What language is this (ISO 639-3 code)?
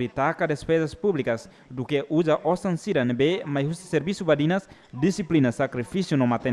tet